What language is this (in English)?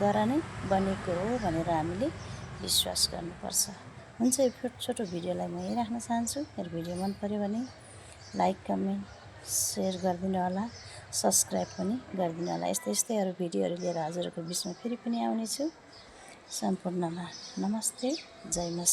Nepali